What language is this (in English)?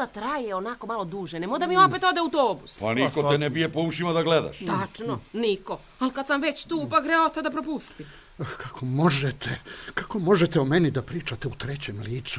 Serbian